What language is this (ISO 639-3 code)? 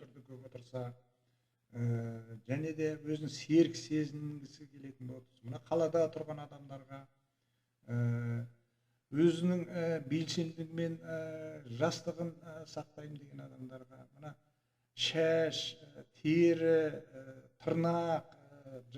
kaz